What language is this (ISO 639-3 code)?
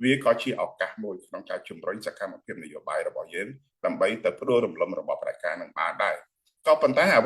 khm